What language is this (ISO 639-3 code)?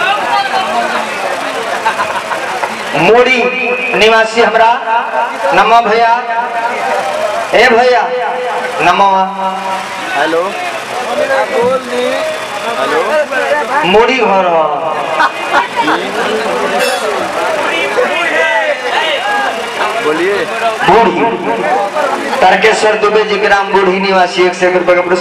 bho